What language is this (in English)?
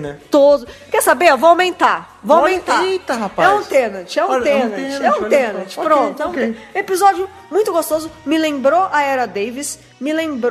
Portuguese